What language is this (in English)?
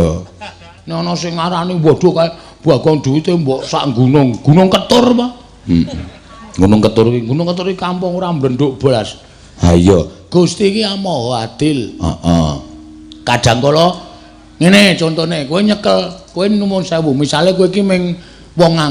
Javanese